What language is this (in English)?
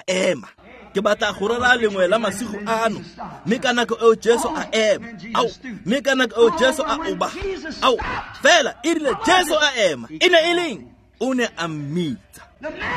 Tswana